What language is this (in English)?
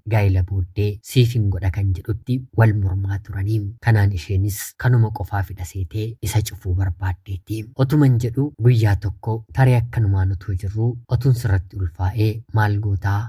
Oromo